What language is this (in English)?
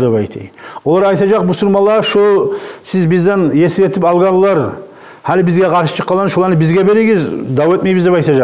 Kumyk